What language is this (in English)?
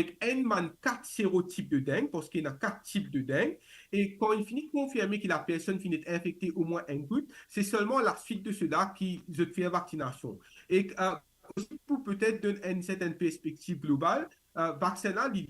Morisyen